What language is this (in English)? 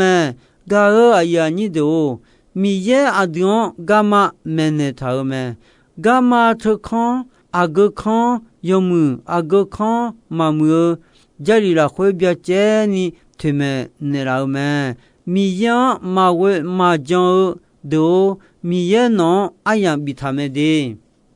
Akha